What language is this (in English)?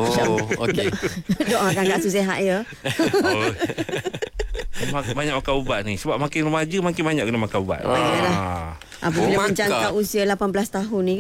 Malay